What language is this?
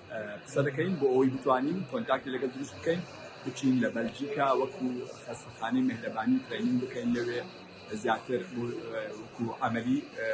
Central Kurdish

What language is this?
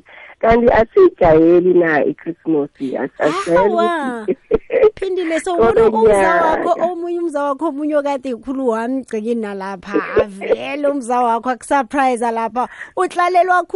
South Ndebele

